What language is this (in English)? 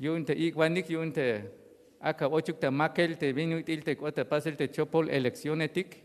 Tzeltal